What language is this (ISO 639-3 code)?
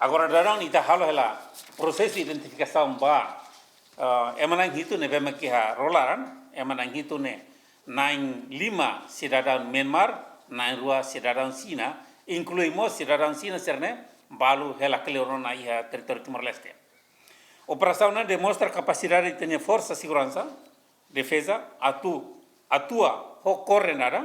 tet